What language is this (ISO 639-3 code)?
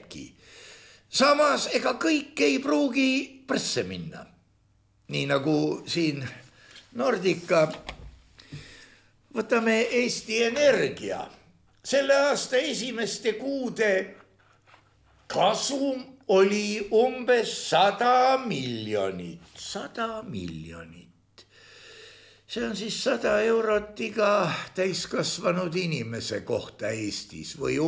est